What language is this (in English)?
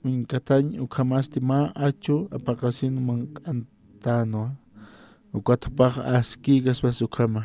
Aymara